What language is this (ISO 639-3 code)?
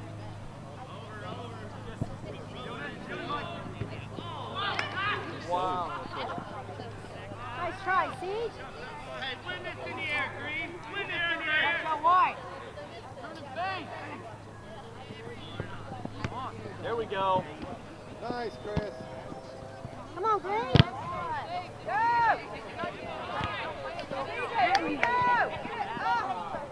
eng